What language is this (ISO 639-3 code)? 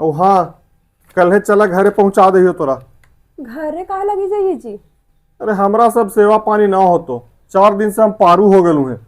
mag